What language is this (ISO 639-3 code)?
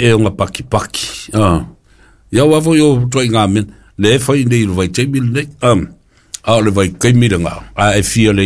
smo